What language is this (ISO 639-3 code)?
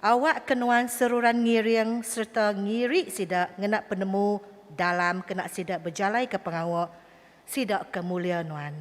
iba